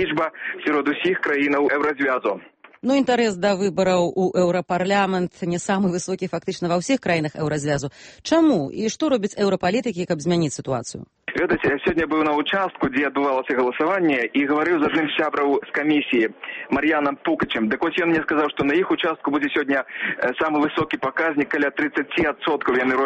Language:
Belarusian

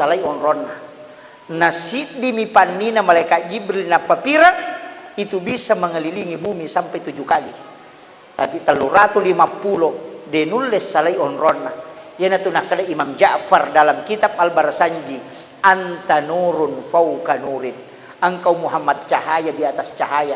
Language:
Buginese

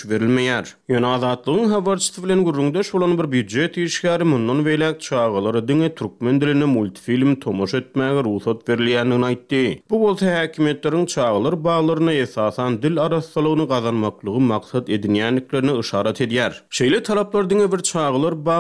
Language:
Turkmen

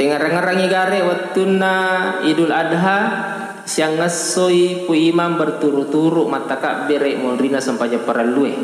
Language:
Buginese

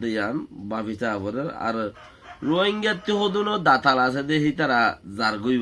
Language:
Rohingya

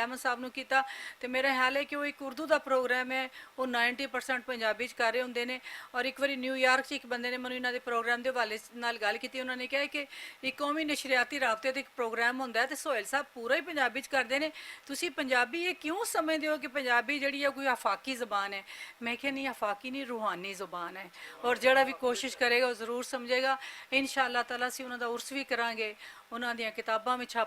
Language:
Western Panjabi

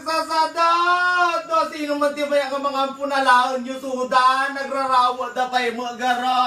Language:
Iloko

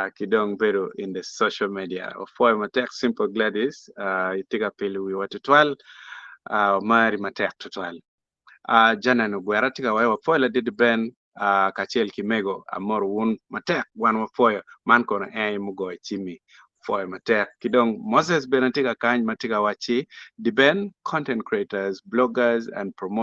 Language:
Acoli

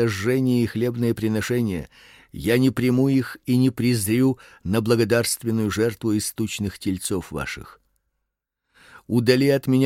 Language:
Russian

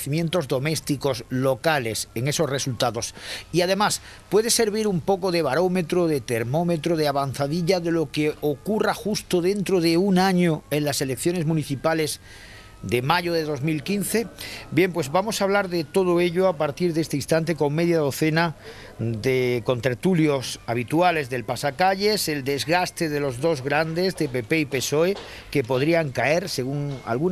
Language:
Spanish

